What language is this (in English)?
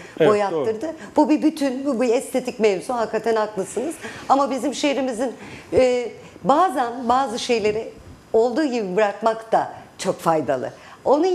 Turkish